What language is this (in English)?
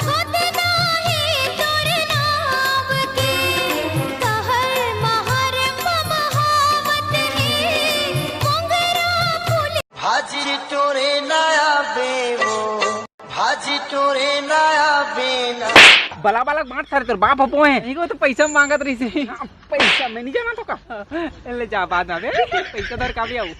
Chhattisgarhi